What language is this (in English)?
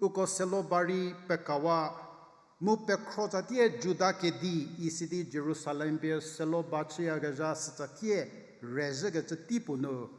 Angami Naga